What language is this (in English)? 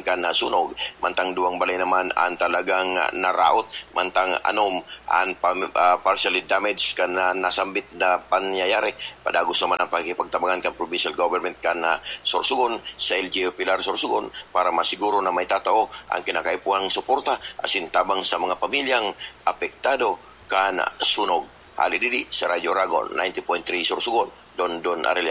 Bikol